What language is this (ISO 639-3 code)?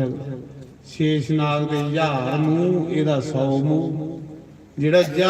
doi